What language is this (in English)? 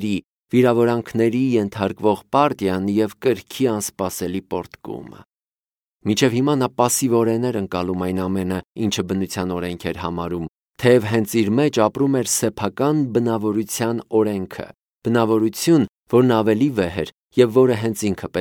Armenian